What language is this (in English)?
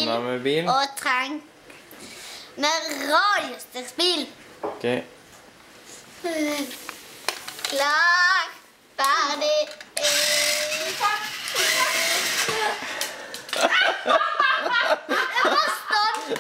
Norwegian